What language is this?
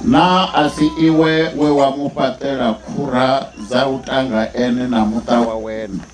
Venda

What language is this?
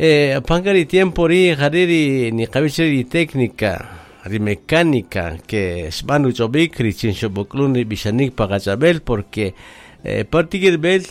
Kaqchikel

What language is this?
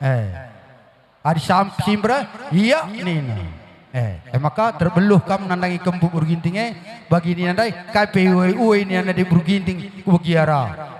Batak Karo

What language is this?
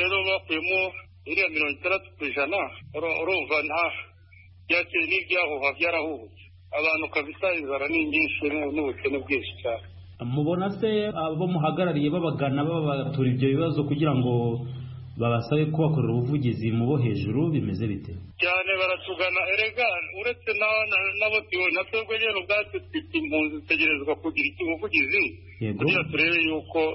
Kinyarwanda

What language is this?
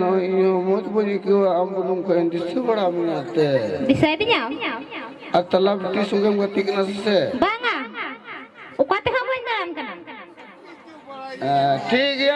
Santali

